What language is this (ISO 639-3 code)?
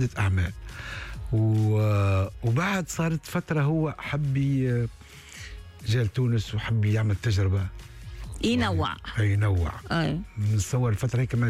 aeb